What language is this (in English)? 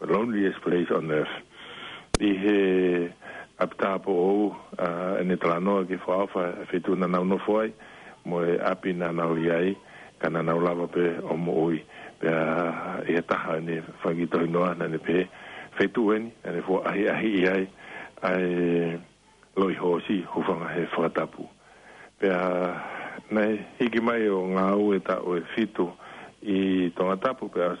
Tongan